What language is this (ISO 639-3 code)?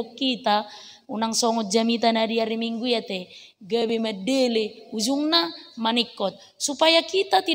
bbc